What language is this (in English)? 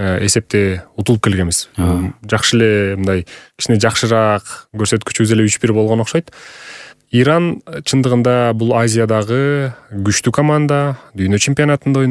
Kyrgyz